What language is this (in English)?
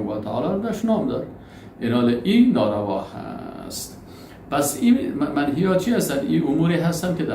Persian